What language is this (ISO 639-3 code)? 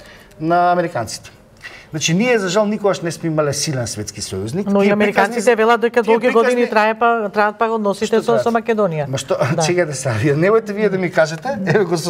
mkd